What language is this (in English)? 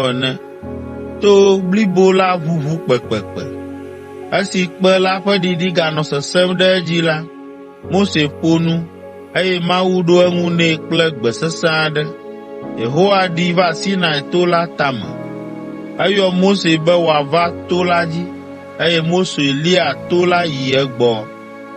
Ewe